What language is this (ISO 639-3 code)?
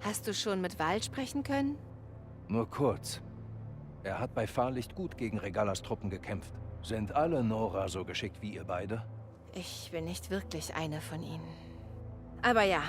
bar